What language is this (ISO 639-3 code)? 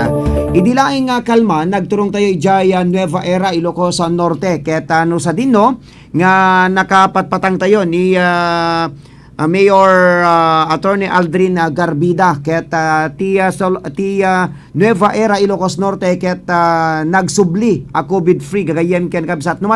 ilo